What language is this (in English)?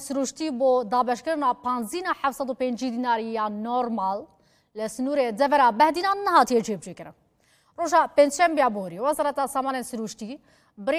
Kurdish